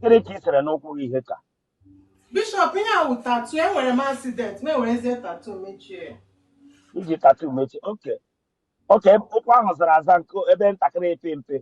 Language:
Igbo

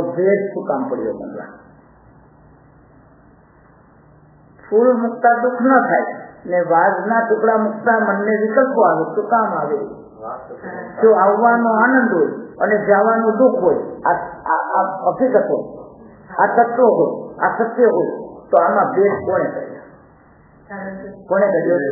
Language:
Gujarati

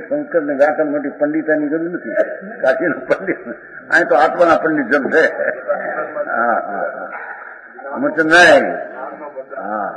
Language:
Gujarati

